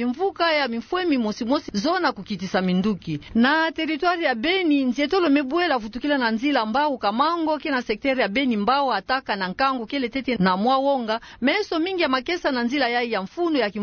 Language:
Kituba (Democratic Republic of Congo)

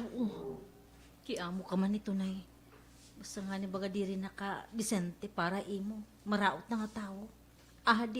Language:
Waray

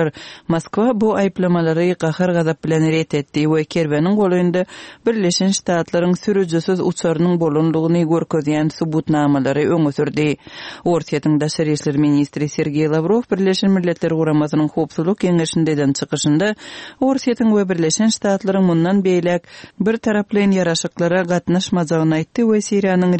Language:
Kyrgyz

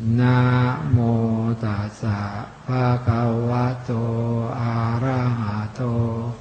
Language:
Pali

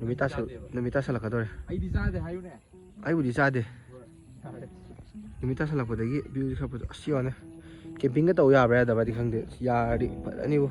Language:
Manipuri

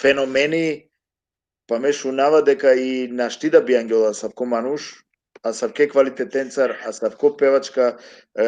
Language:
Balkan Romani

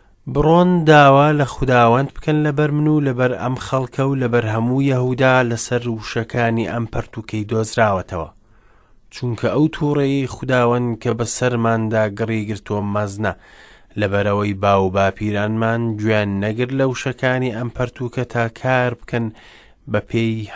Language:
Central Kurdish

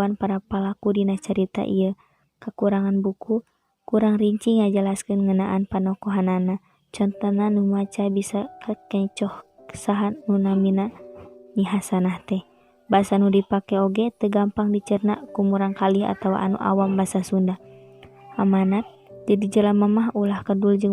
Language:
Sundanese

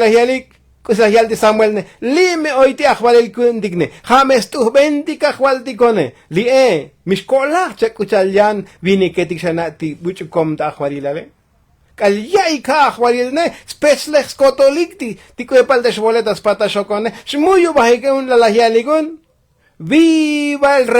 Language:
Tzotzil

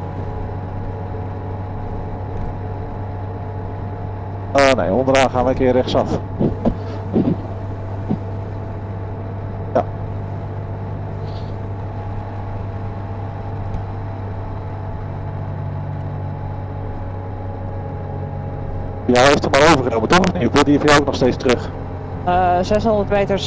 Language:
Dutch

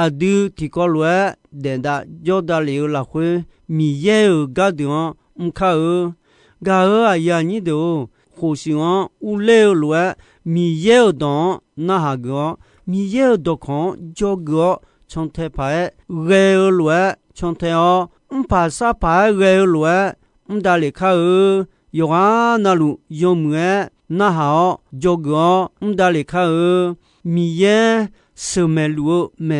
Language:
Akha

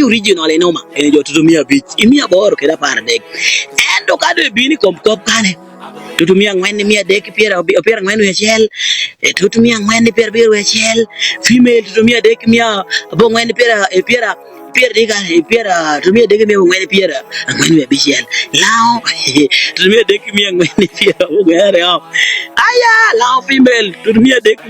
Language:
Acoli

